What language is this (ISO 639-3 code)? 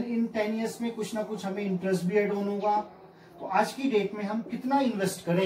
hin